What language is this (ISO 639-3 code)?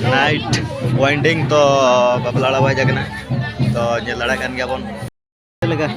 sat